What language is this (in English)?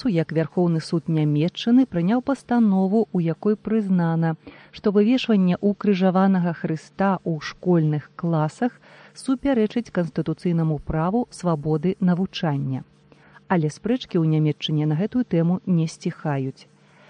Belarusian